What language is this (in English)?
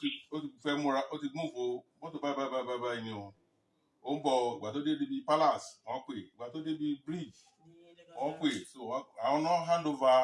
Yoruba